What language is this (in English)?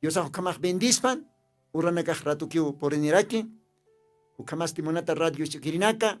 Aymara